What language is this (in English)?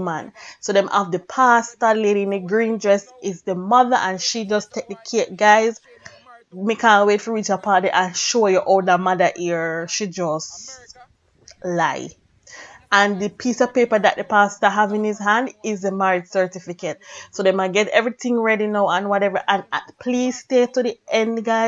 Jamaican Creole English